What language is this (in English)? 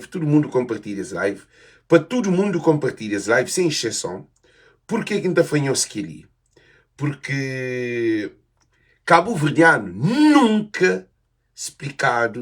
Kabuverdianu